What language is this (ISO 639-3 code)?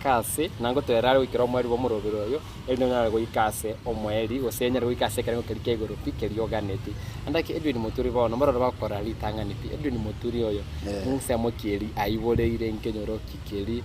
guz